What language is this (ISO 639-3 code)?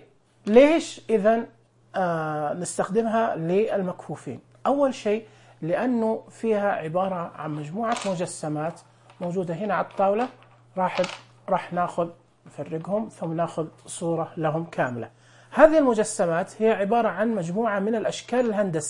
ars